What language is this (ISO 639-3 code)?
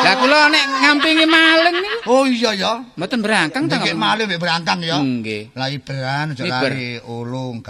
jav